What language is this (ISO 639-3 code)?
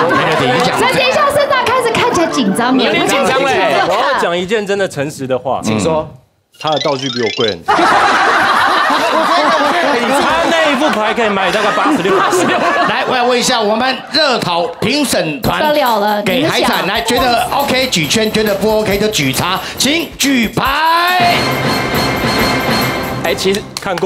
zho